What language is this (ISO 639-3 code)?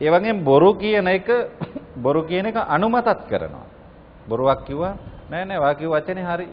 sin